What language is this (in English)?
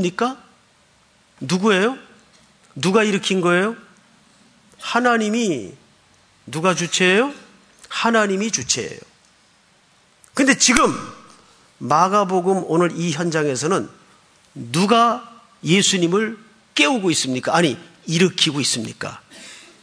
Korean